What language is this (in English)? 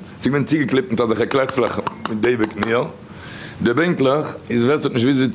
Yiddish